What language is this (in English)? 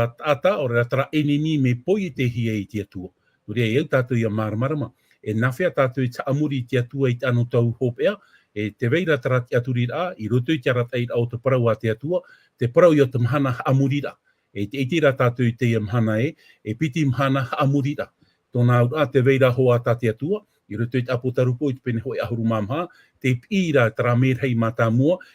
Tahitian